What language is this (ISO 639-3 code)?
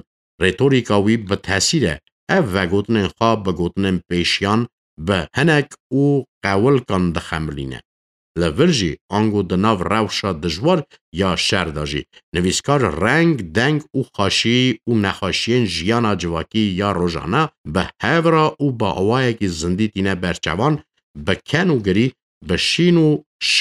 kur